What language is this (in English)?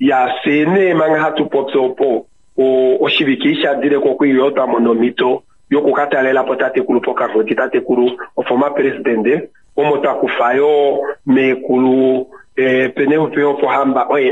Kuanyama